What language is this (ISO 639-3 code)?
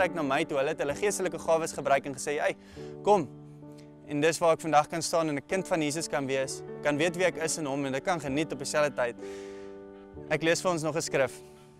afr